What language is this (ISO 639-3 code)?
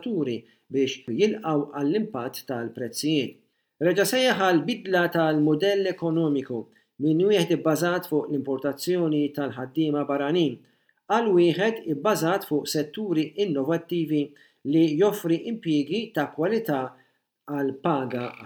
mlt